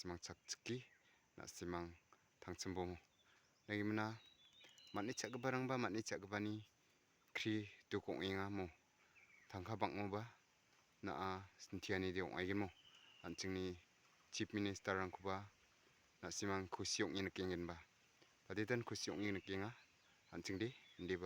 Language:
Garo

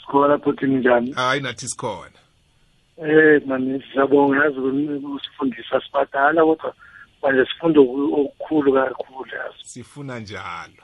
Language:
South Ndebele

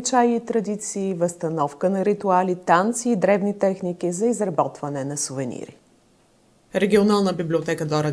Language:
Bulgarian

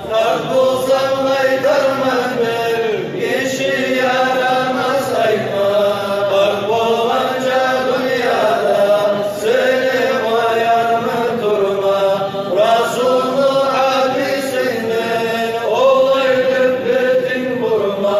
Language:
Kumyk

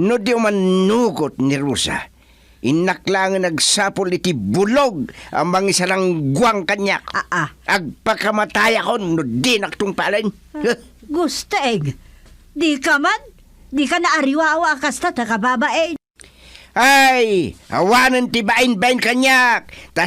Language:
Iloko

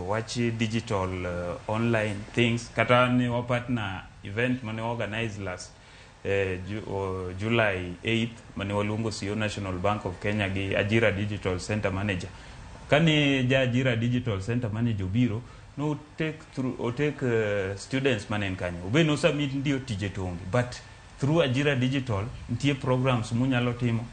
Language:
Luo (Kenya and Tanzania)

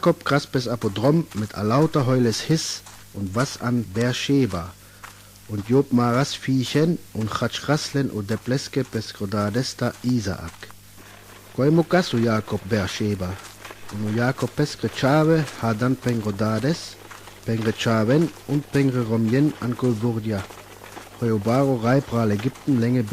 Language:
Sinte Romani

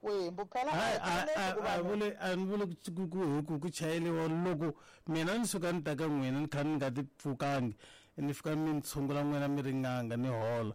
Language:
Tsonga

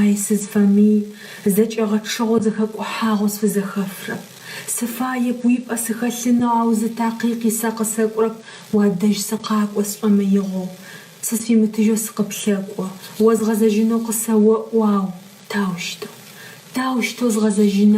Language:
Adyghe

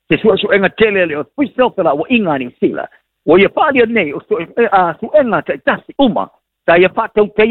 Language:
Samoan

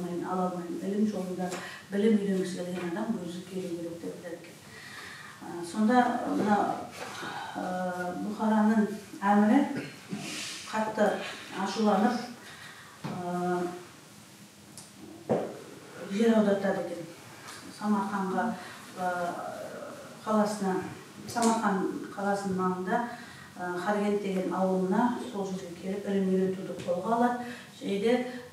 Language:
Kazakh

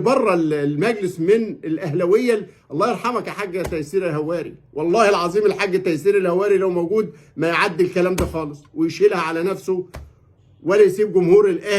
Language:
Egyptian Arabic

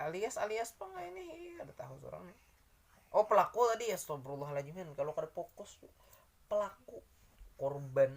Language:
Banjar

